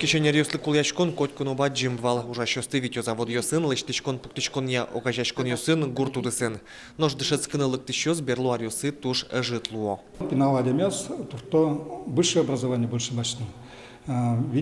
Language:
Udmurt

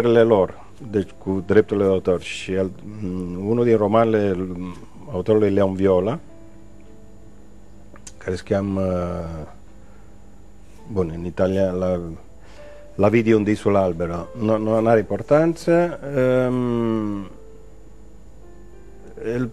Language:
Romanian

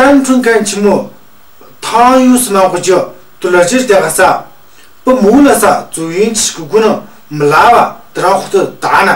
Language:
Tu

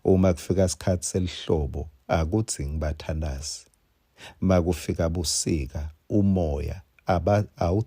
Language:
Swati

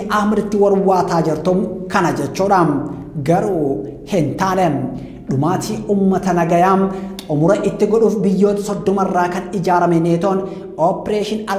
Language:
Oromo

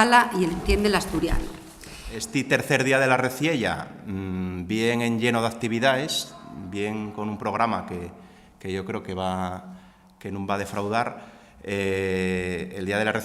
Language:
Asturian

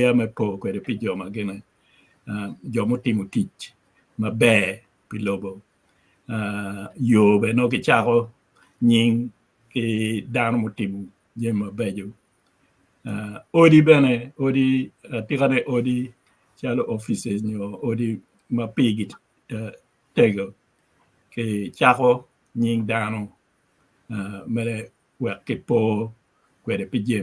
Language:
Acoli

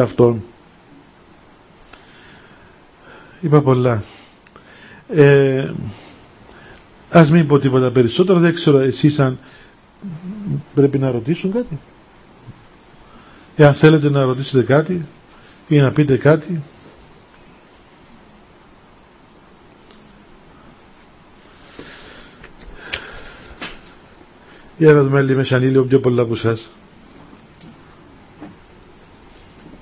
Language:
Greek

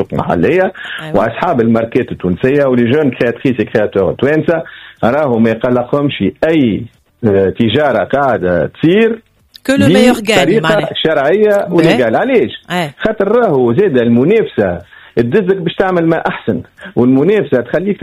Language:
Tunisian Arabic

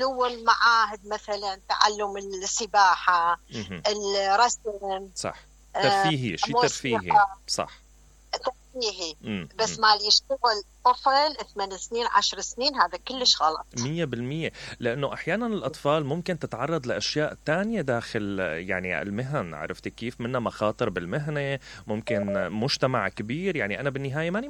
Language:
Mesopotamian Arabic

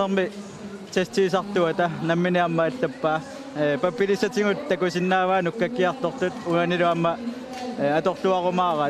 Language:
Kalaallisut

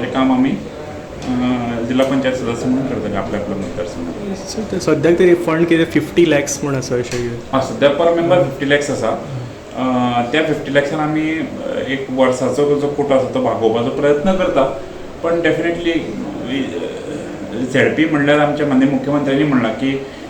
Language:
Konkani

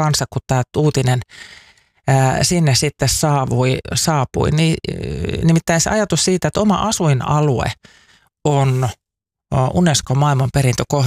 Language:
Finnish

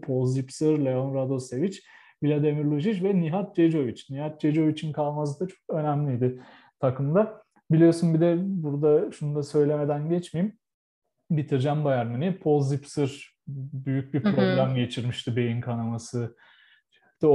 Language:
Turkish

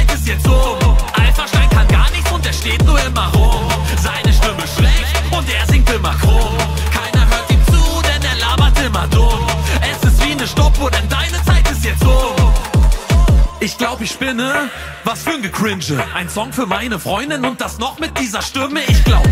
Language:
German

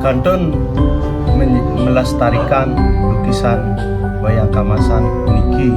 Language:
Balinese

